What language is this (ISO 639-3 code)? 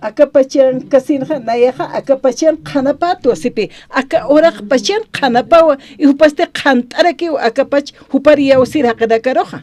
aym